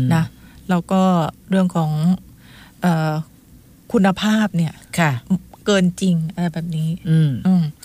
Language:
Thai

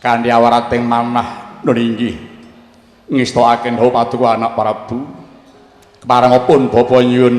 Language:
Javanese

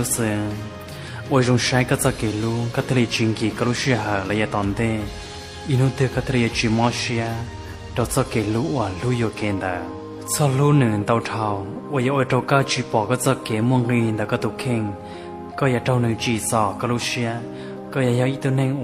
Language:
Hmong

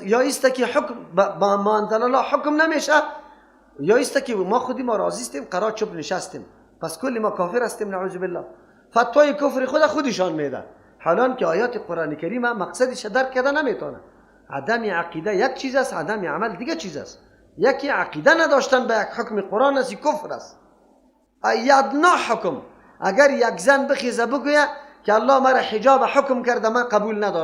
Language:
Persian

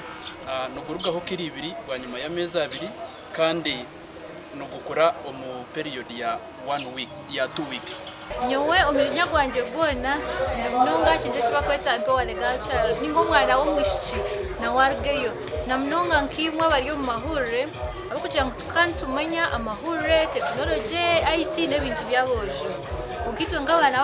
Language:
Nyankole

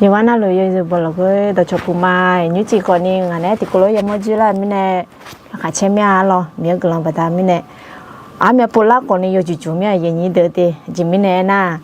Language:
Akha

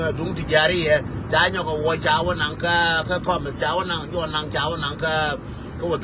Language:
Nuer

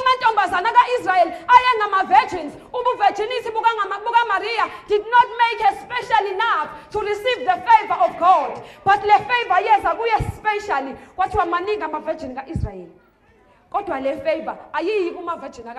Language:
Zulu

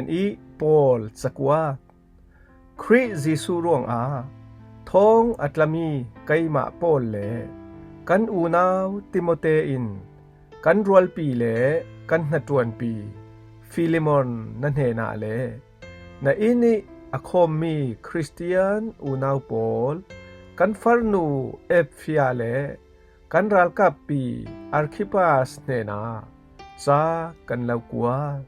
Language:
Falam Chin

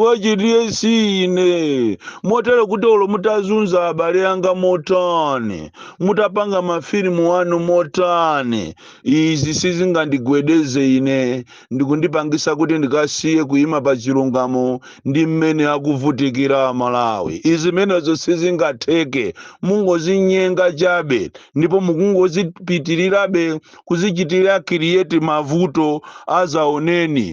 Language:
Nyanja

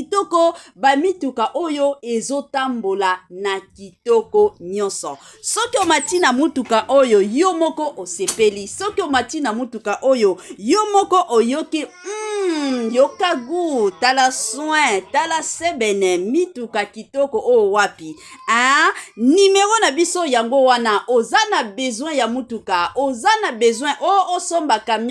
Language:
Lingala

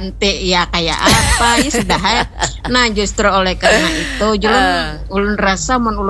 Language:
Banjar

